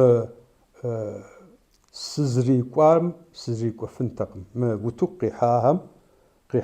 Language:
Kabardian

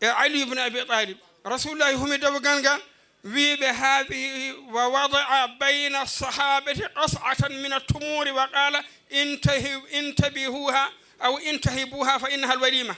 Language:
Fula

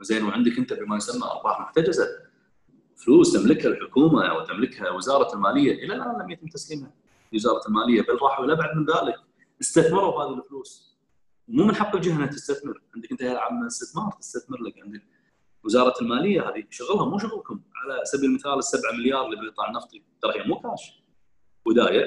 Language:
Gulf Arabic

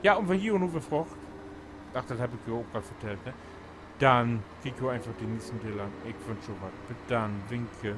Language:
Low German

